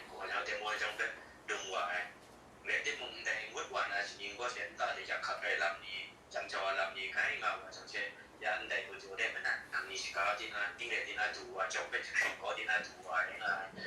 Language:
Kachin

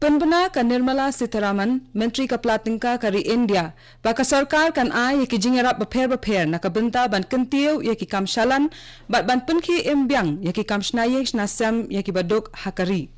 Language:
Khasi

